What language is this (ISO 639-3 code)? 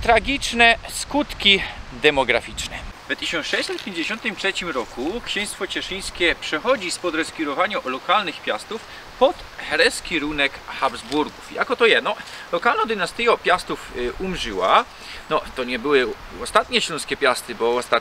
szl